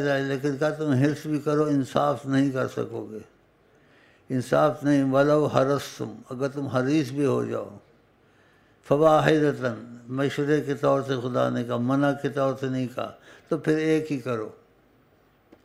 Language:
Urdu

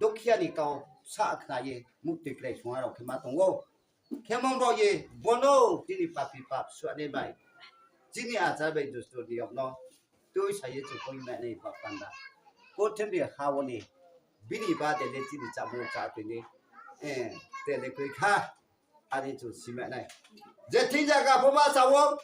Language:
Riang (India)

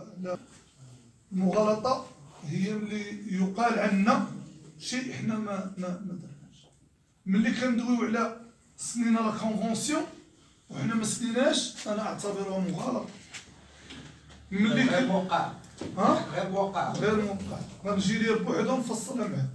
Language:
Moroccan Arabic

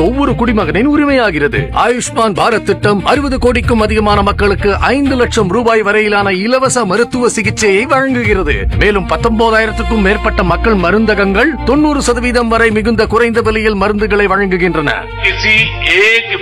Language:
Tamil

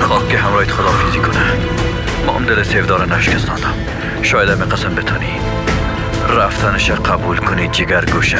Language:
Persian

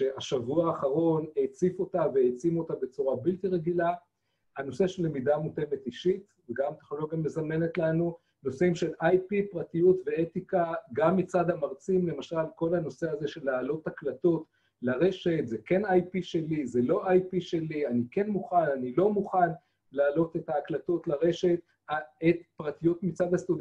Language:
Hebrew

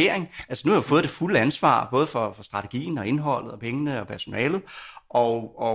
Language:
Danish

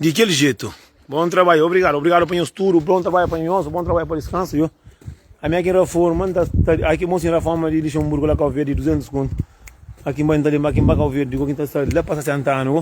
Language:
Kabuverdianu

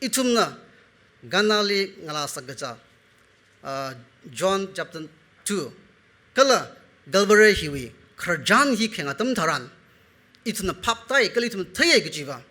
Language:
Tangkhul Naga (India)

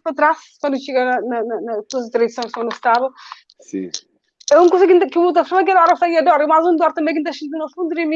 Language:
Kabuverdianu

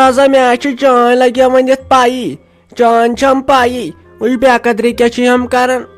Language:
Kashmiri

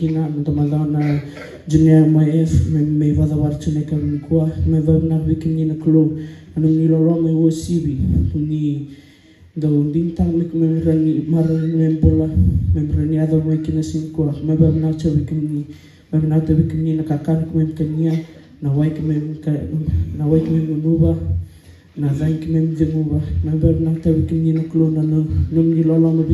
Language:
Fijian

